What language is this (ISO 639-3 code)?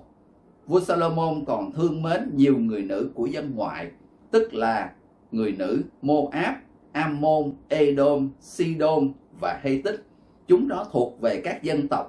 vie